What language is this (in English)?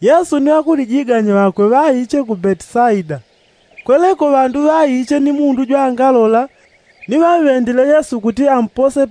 Yao